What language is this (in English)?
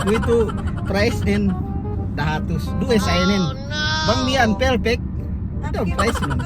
Yakan